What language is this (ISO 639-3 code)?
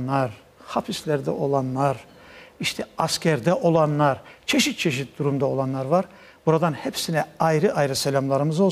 crh